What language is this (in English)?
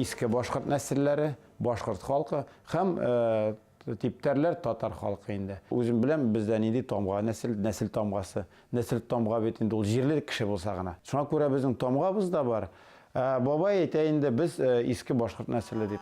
Bashkir